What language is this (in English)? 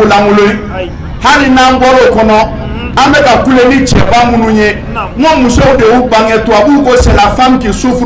Bambara